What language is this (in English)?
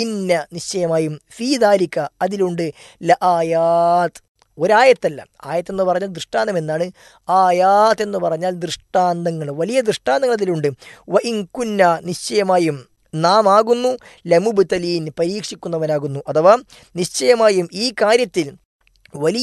Malayalam